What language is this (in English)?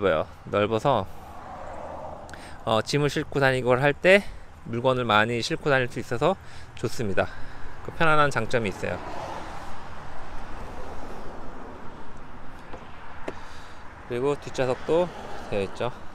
Korean